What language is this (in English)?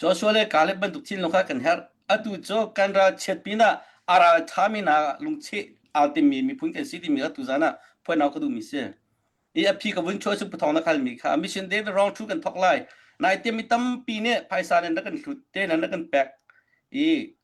Hakha Chin